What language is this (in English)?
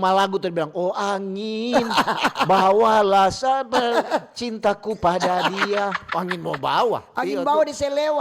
Manado Malay